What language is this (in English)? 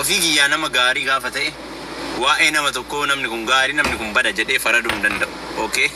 Oromo